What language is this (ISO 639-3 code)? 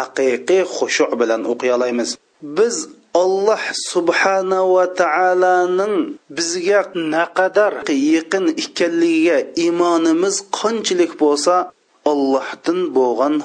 uig